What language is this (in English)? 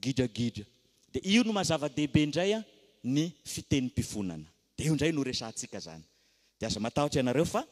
Malagasy